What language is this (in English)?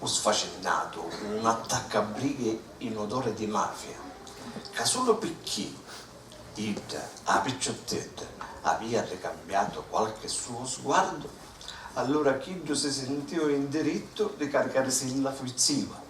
Sicilian